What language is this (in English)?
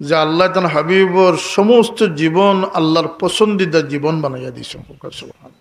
Sylheti